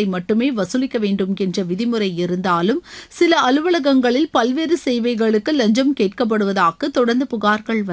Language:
Tamil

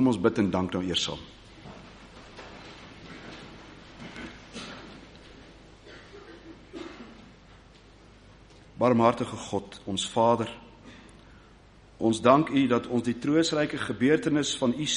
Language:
Afrikaans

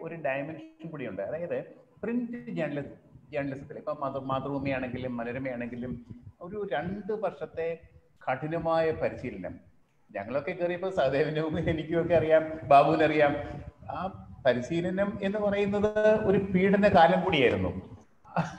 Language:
Malayalam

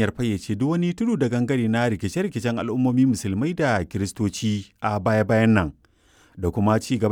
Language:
Hausa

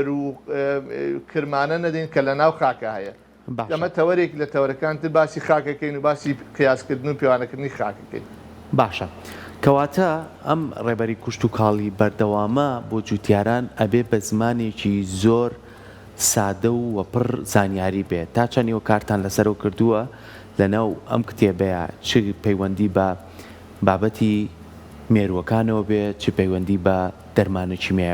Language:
Central Kurdish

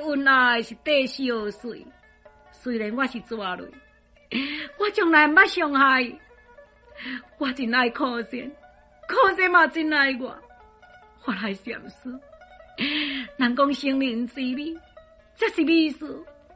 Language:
Min Nan Chinese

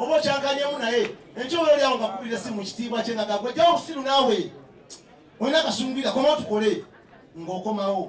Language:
Ganda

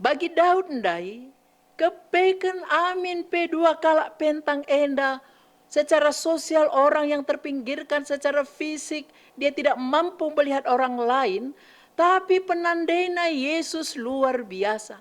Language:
Batak Karo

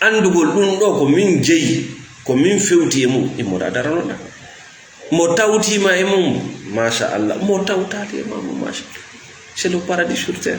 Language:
Fula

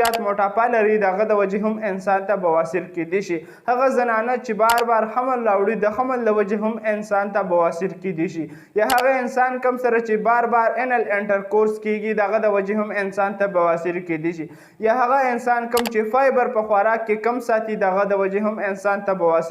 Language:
Pashto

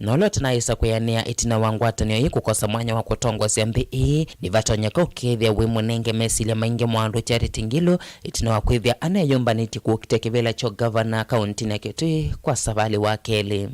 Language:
Kamba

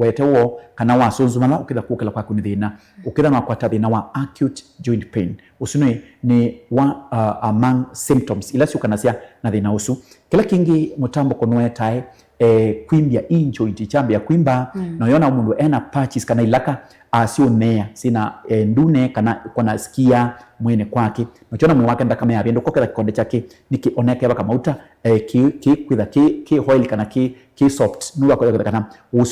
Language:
Kamba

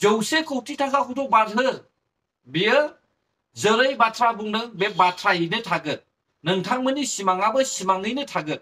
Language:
Bodo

